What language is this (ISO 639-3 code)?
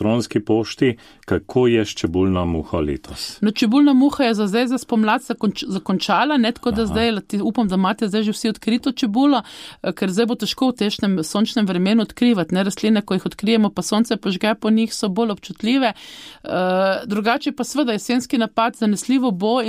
slv